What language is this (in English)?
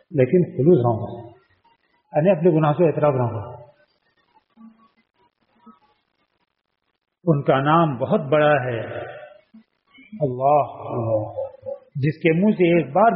Urdu